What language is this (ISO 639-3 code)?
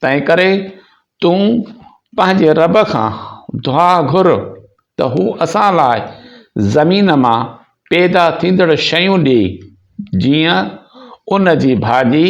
snd